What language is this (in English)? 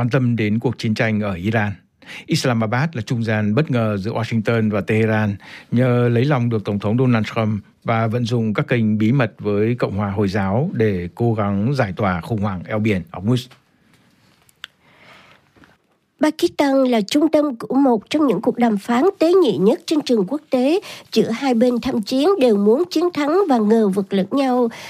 Vietnamese